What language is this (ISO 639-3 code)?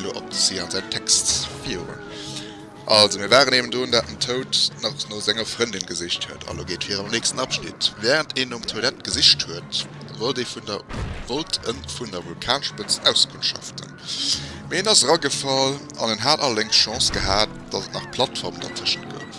ltz